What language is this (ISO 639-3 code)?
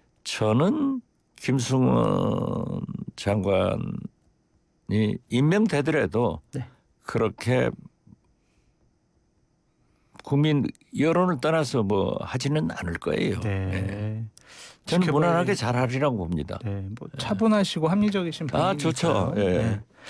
kor